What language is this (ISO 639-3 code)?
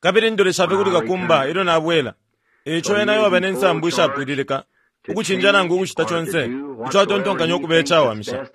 bem